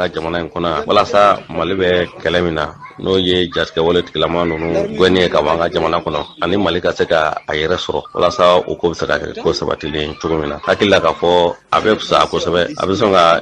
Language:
Bambara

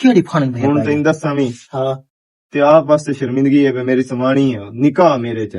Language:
Western Panjabi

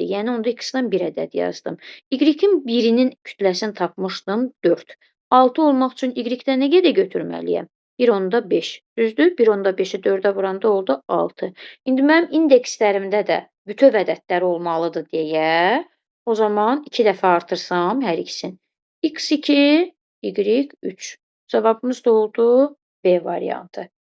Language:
Azerbaijani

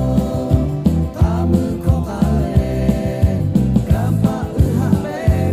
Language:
Lahu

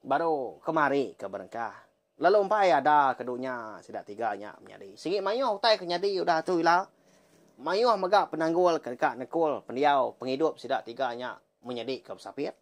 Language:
Iban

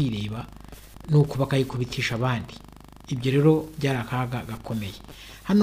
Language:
Kinyarwanda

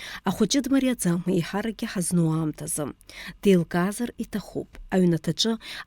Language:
Abkhazian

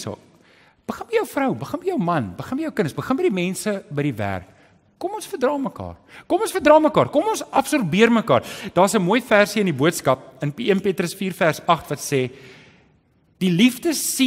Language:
Afrikaans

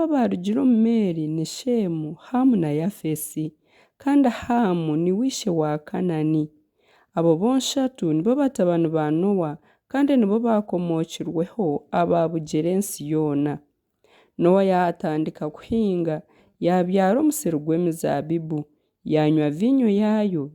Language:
Nyankole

